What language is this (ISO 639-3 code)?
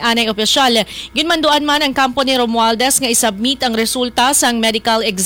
hil